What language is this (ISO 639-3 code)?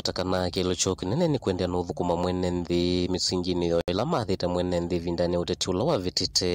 kam